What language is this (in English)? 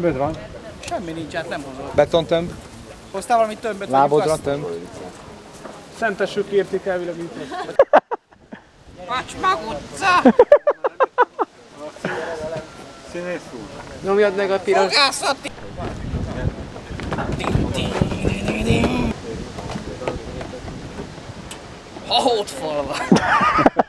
Hungarian